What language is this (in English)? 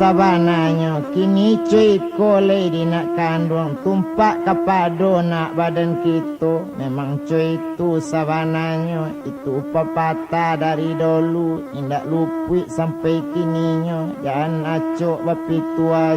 Minangkabau